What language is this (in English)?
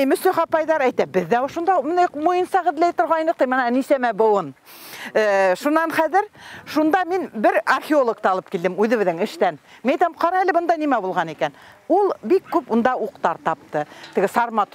Bashkir